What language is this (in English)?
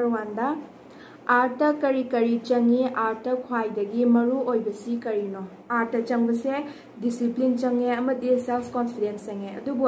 Manipuri